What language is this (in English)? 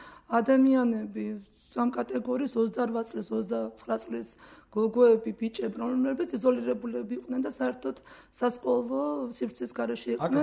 Georgian